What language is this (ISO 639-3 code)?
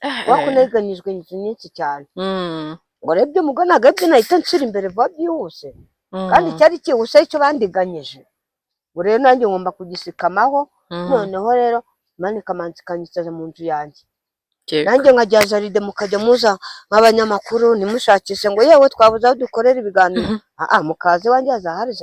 kin